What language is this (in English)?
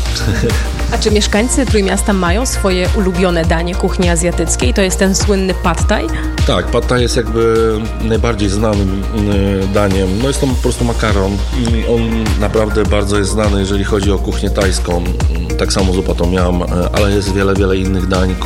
Polish